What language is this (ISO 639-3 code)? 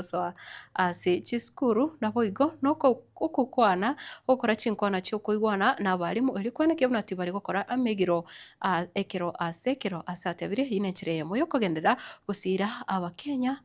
guz